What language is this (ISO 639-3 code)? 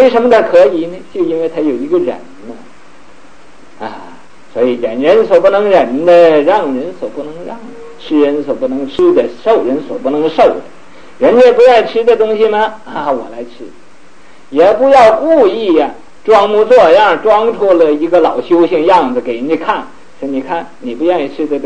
zho